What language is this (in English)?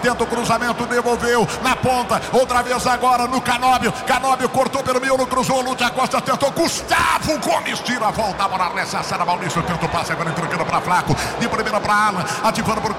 Portuguese